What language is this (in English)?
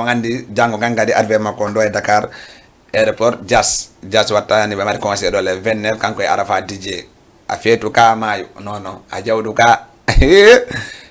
Fula